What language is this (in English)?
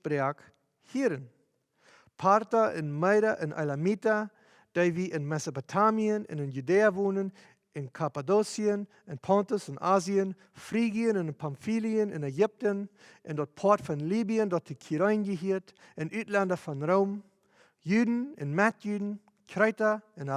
Plautdietsch